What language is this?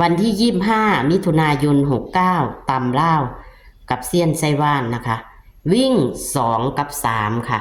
Northeastern Thai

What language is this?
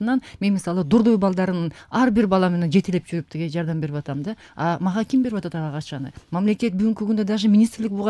Kyrgyz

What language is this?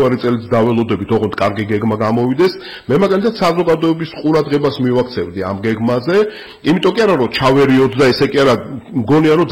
Georgian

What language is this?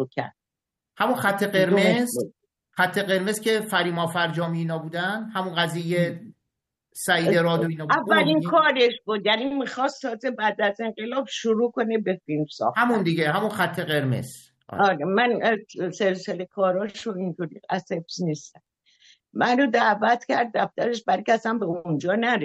Persian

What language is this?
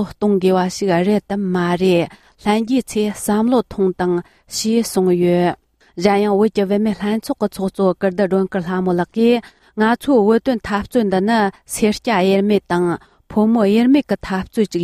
Tibetan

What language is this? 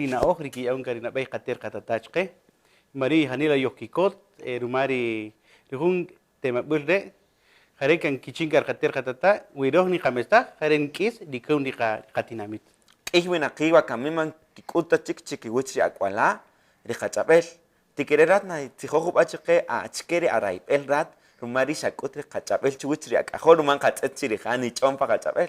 Kaqchikel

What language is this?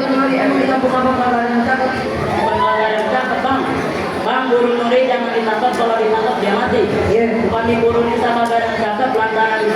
Betawi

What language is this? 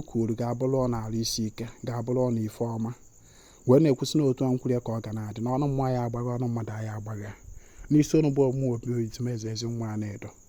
Igbo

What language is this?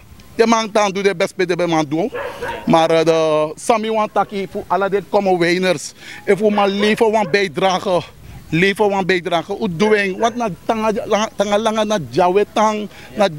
Sranan Tongo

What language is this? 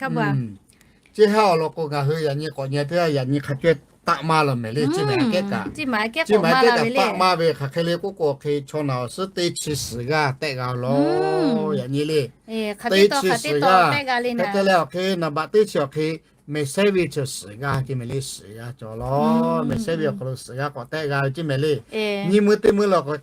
Lahu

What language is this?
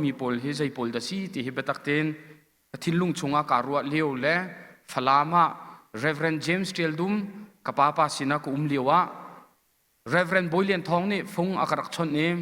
Hakha Chin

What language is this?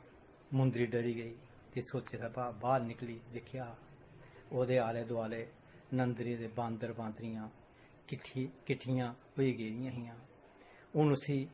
Dogri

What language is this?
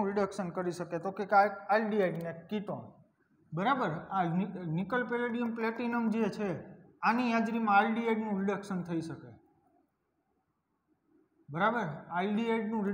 Gujarati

